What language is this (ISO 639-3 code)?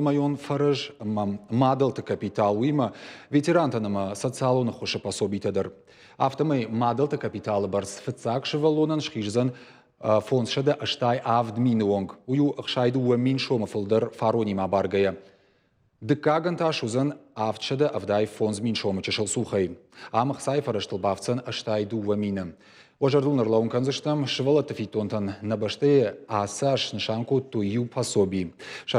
oss